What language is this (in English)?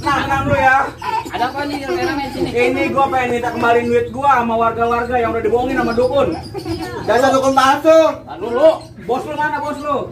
Betawi